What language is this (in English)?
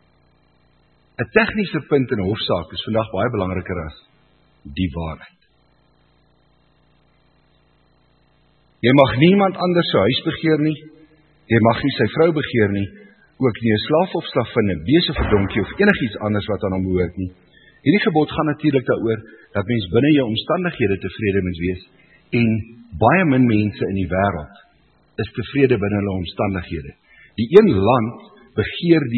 Afrikaans